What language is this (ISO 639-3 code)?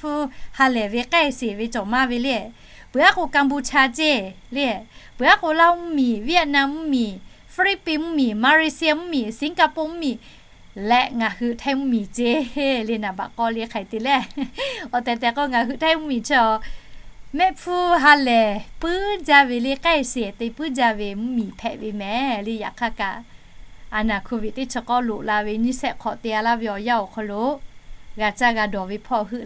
lhu